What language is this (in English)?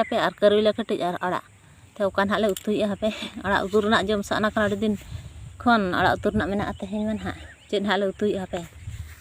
Santali